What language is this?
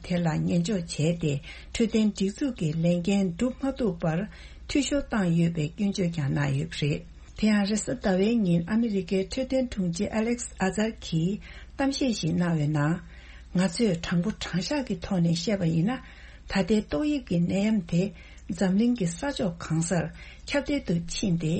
Tibetan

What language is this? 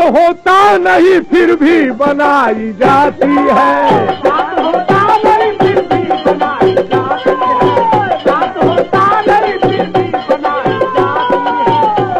Bhojpuri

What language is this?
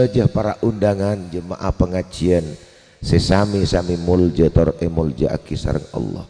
Madurese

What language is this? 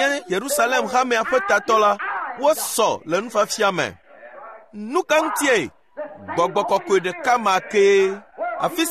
Ewe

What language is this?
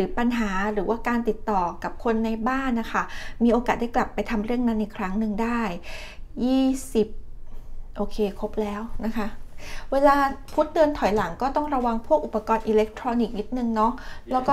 Thai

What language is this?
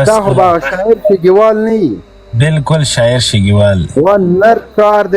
Pashto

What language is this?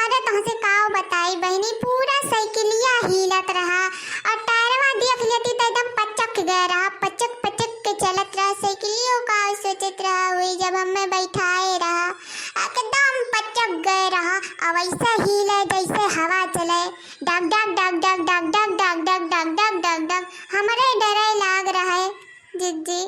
Awadhi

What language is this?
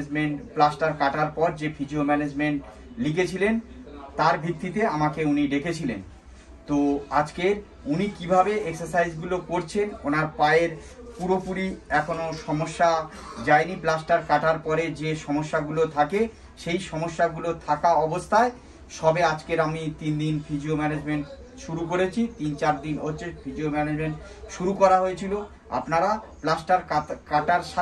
Bangla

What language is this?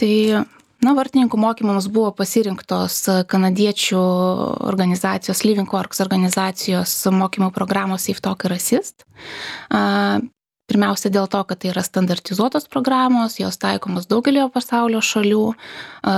Lithuanian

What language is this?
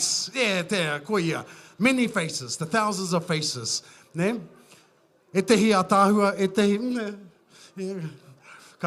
Māori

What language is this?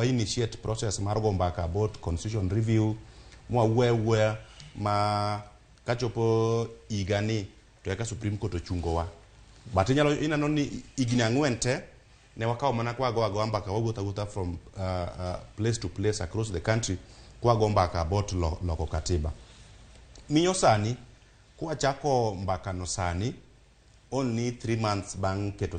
Luo (Kenya and Tanzania)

